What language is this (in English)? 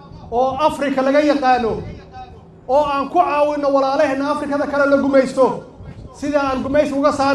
Somali